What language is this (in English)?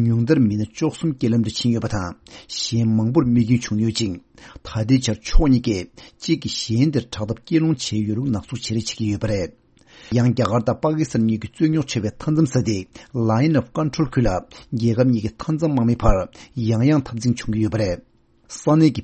Tibetan